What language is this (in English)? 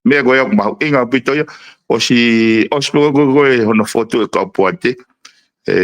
Tongan